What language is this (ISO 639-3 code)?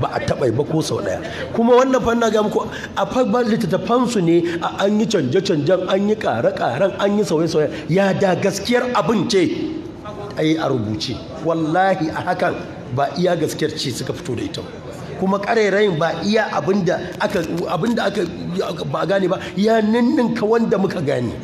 hau